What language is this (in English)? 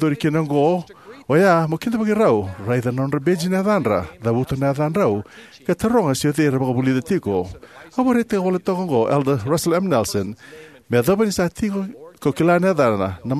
Fijian